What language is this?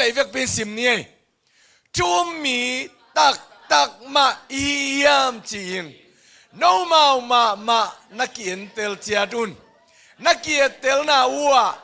Tedim Chin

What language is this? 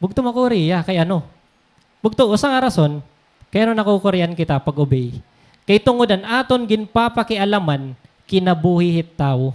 Waray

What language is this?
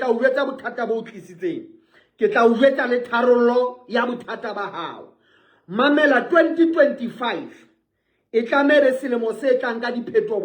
Southern Sotho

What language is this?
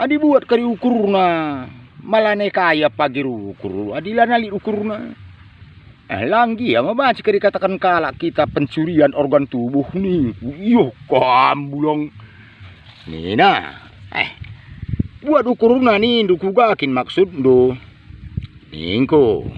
Batak Karo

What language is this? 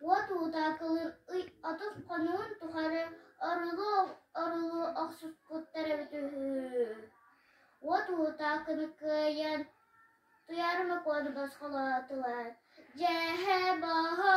Yakut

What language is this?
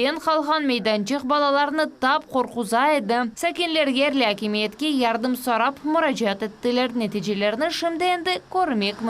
Crimean Tatar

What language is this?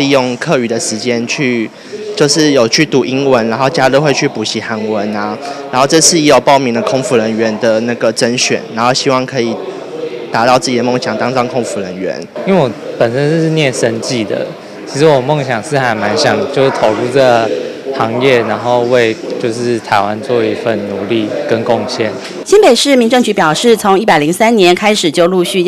Chinese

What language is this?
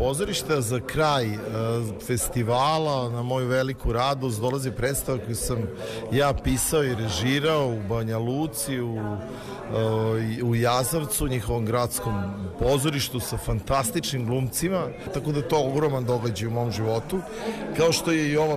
Serbian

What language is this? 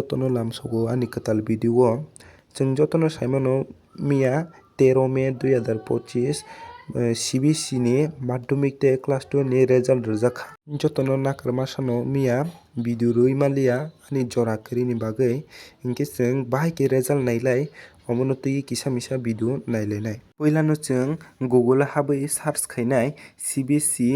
Kok Borok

